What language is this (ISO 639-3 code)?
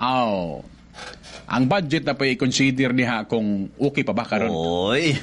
ceb